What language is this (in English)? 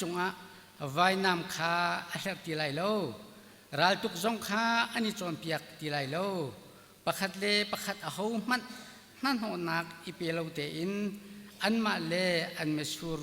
Hakha Chin